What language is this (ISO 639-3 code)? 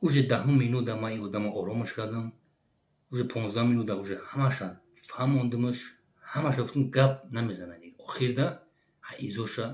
tgk